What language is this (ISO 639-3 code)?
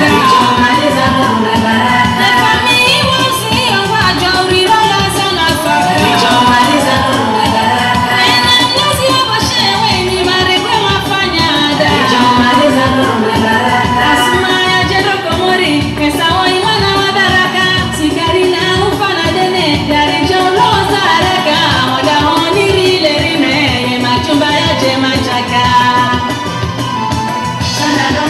swa